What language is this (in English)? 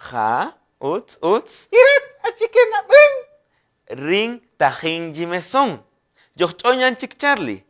Kaqchikel